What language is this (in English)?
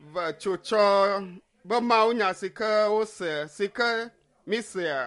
Ewe